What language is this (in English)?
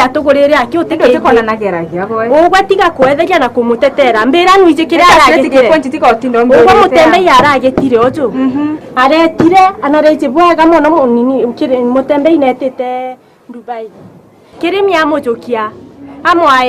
Meru